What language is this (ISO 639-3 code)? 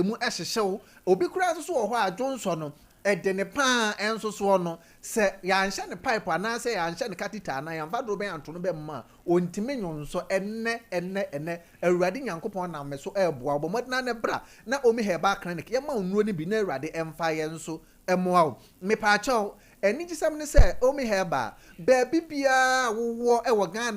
aka